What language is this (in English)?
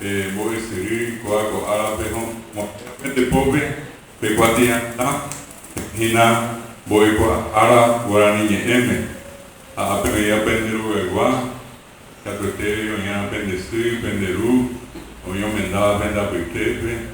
Guarani